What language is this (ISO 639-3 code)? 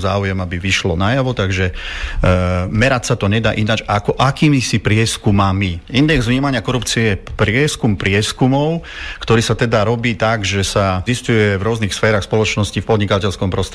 slk